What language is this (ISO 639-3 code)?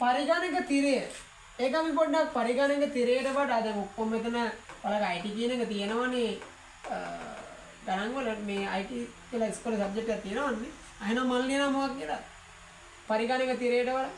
sin